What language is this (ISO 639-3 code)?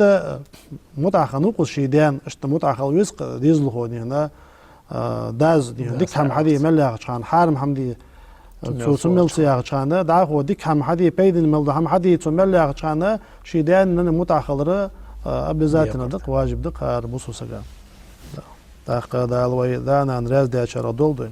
inh